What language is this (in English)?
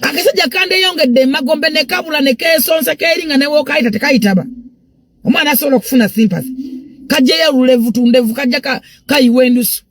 Ganda